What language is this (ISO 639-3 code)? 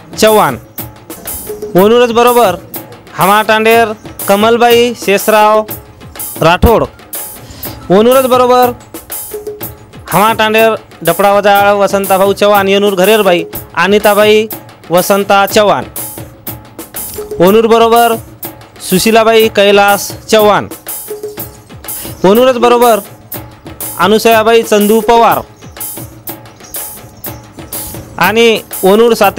lmn